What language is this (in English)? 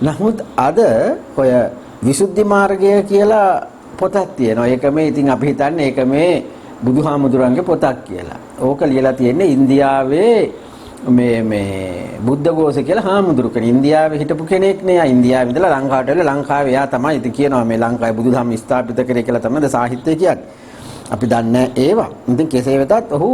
Sinhala